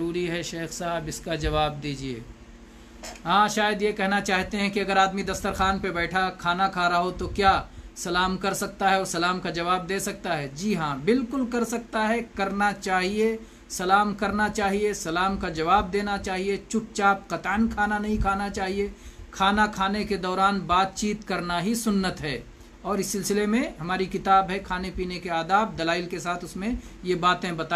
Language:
Urdu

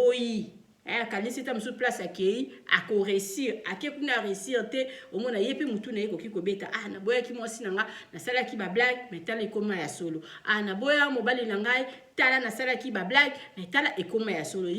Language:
Lingala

